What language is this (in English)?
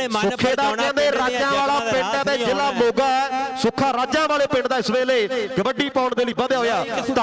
Punjabi